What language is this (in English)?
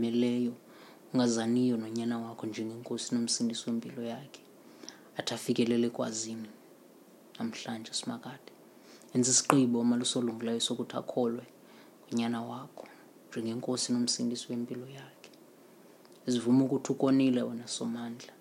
Xhosa